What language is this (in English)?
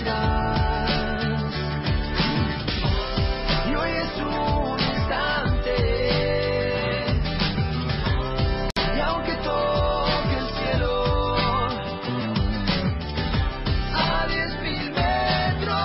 Spanish